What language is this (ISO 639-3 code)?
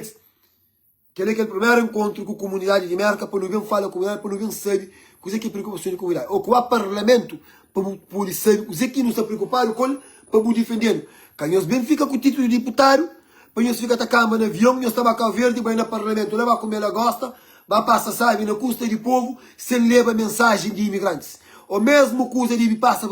kea